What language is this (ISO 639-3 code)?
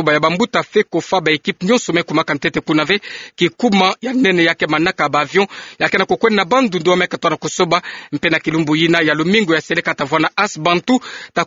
ktu